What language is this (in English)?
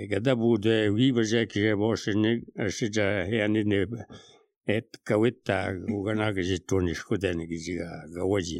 Slovenian